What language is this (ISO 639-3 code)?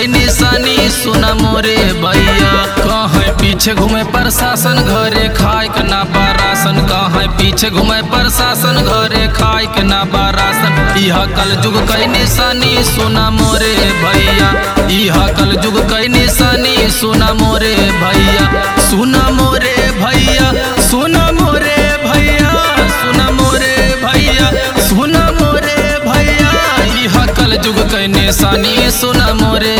bho